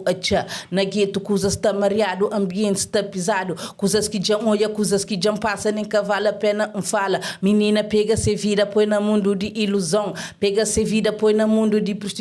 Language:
Kabuverdianu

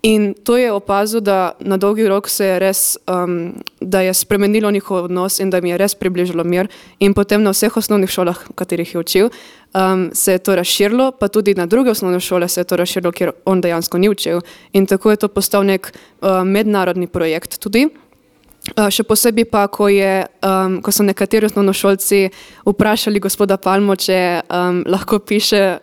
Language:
Slovenian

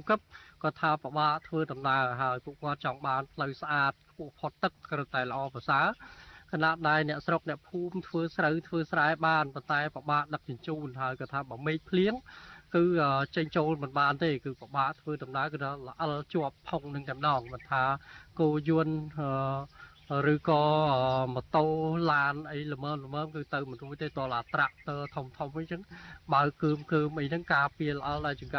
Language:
Khmer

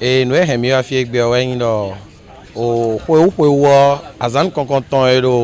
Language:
Fon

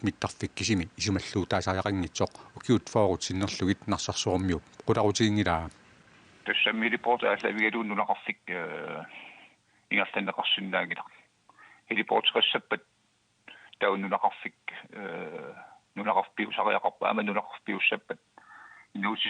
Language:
Kalaallisut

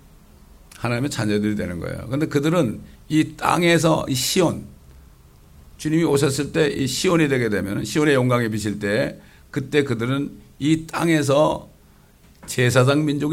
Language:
Korean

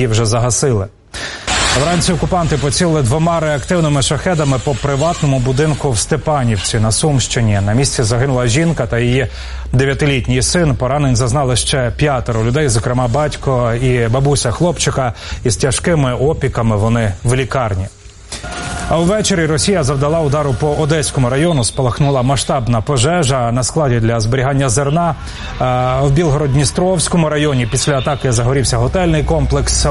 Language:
Ukrainian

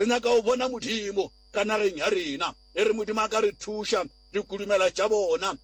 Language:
Northern Sotho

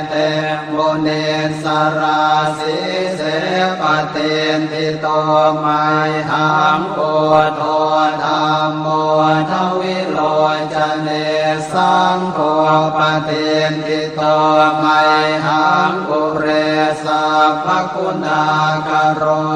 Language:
Pali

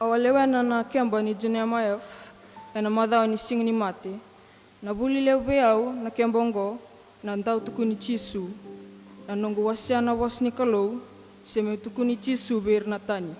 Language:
Fijian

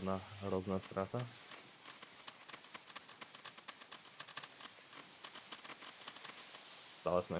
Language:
Slovak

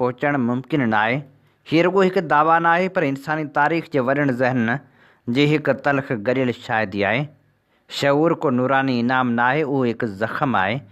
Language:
Sindhi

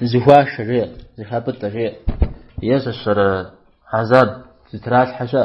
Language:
Kabardian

